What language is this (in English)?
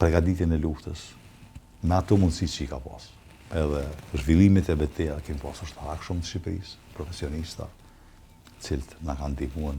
Albanian